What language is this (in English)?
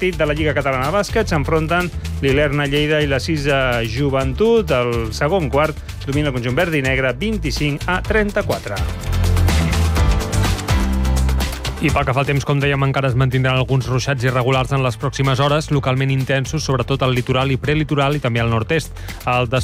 Catalan